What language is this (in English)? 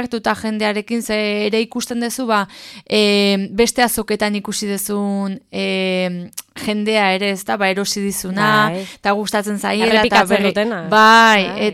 Basque